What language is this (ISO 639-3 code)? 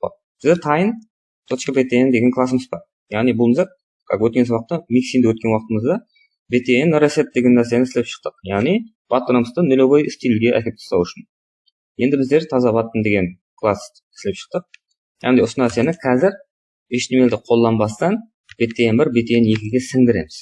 kaa